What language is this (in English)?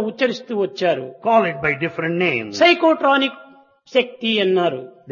Telugu